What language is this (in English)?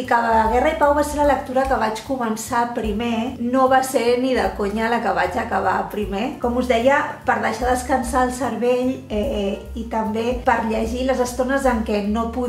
Catalan